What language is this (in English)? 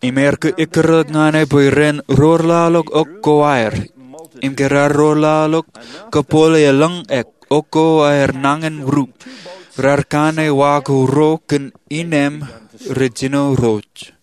Marshallese